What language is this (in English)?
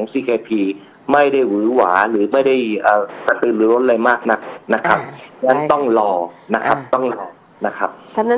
Thai